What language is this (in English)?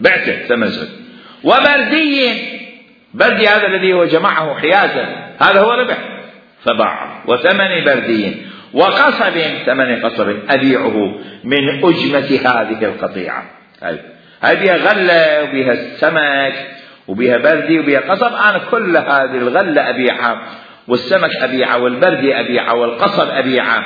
Mesopotamian Arabic